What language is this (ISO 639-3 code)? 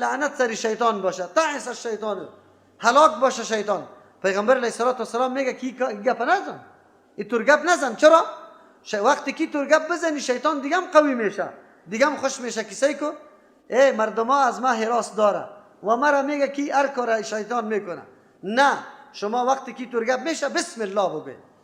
fas